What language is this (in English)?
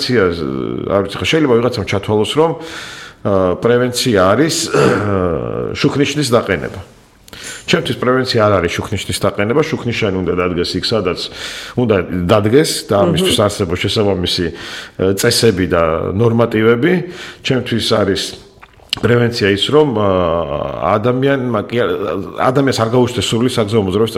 Georgian